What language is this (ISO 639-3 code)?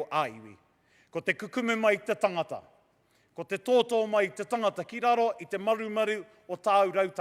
mri